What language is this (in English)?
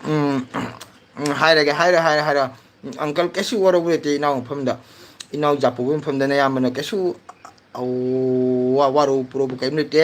Manipuri